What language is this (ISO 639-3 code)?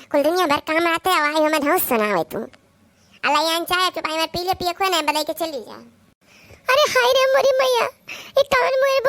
awa